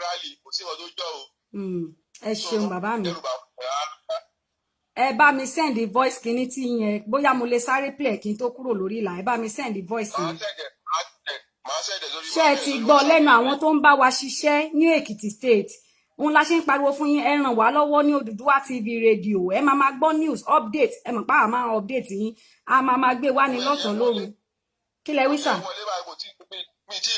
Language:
Yoruba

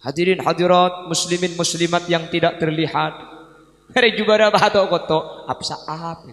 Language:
Madurese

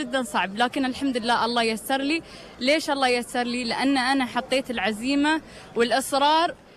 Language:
Gulf Arabic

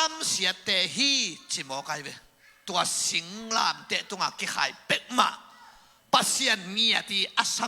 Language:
Tedim Chin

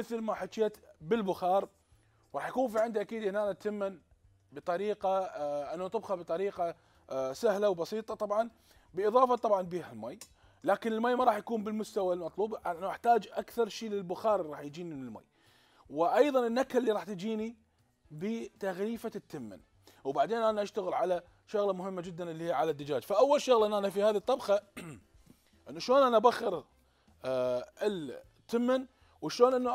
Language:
Mesopotamian Arabic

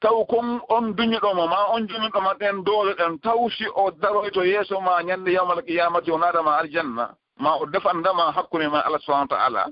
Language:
Fula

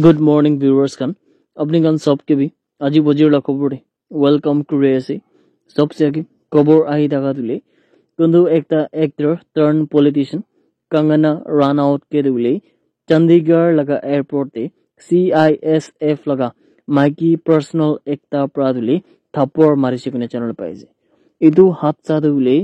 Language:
Naga Pidgin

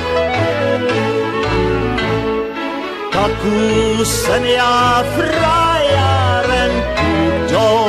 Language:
Slovak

